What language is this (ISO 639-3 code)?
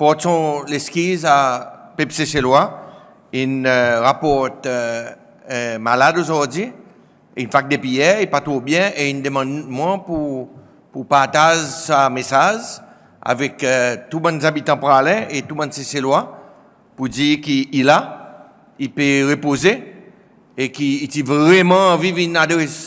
crs